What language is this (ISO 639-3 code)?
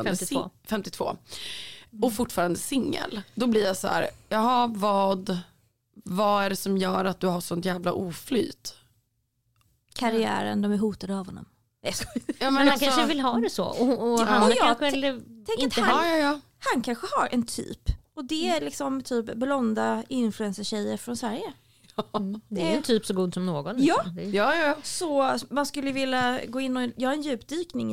swe